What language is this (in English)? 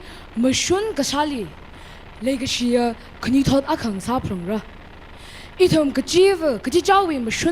Tangkhul Naga (India)